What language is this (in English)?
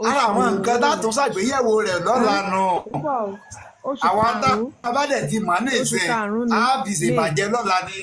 Yoruba